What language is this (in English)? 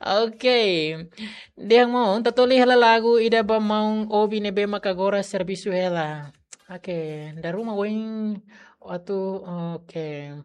Tetum